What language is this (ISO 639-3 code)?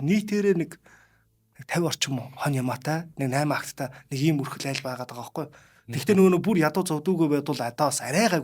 mon